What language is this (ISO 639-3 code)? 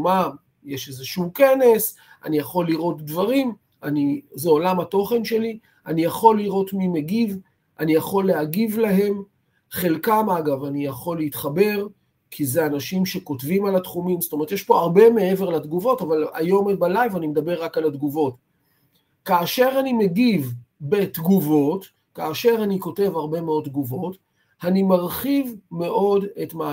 heb